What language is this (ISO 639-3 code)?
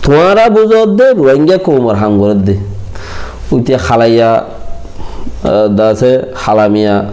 rhg